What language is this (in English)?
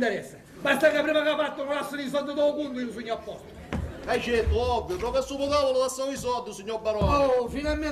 Sicilian